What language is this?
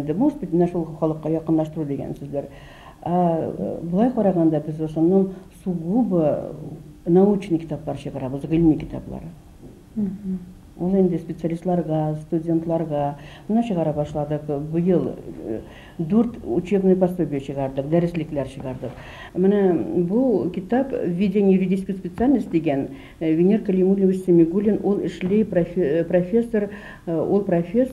Bashkir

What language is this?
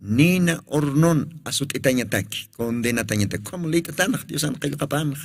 Aymara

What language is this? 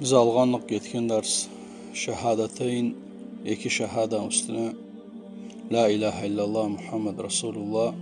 Kumyk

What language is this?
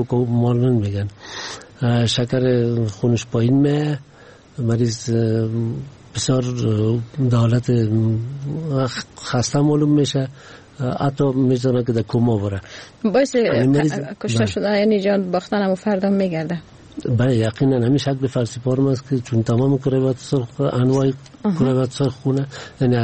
Persian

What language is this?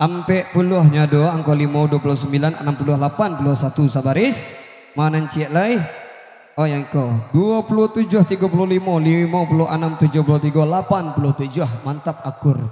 Minangkabau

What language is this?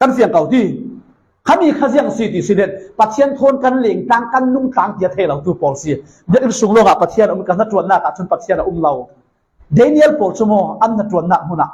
Falam Chin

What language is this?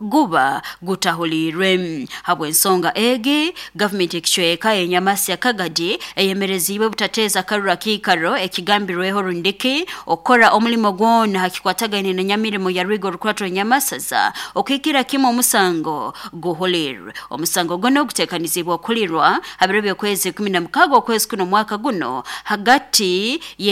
Nyankole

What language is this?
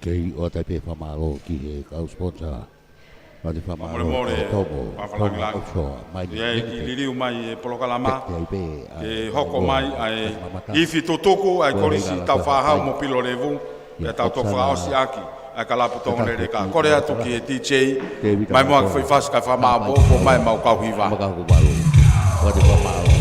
Tongan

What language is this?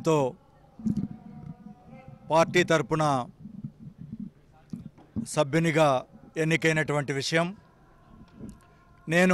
Telugu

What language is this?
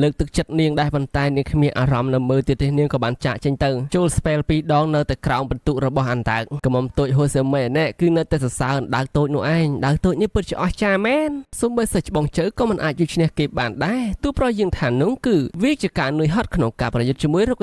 Khmer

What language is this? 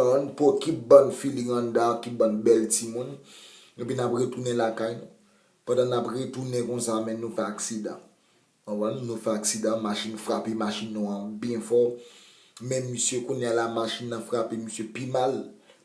Haitian Creole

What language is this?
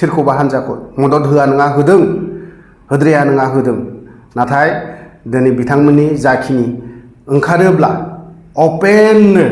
Bodo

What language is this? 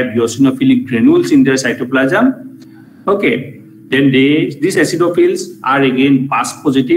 English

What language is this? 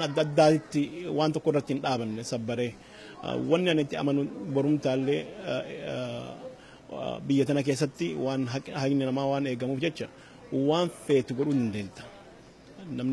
Oromo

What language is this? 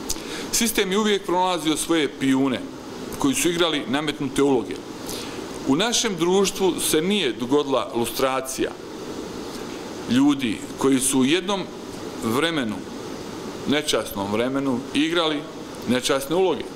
Bosnian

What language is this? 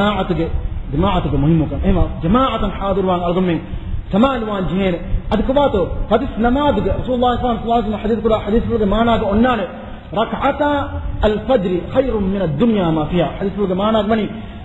Divehi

